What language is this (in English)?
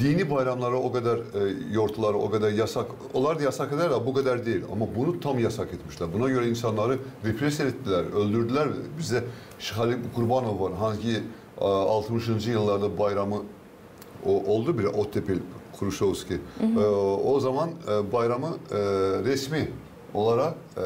Gagauz